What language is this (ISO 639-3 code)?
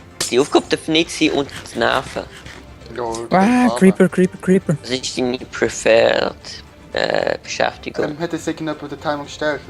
gsw